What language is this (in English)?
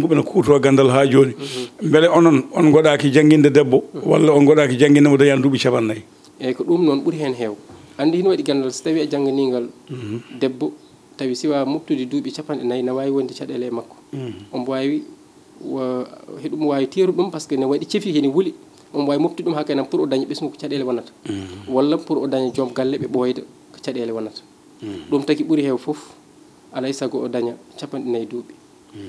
Fula